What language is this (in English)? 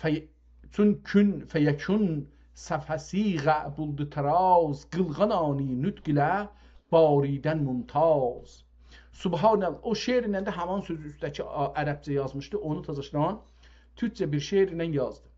South Azerbaijani